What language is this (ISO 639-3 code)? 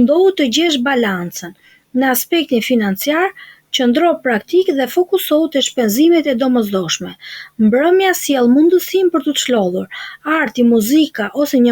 sqi